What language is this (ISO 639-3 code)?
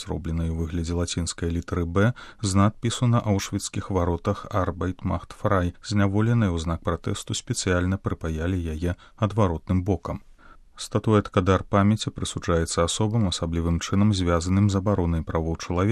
bel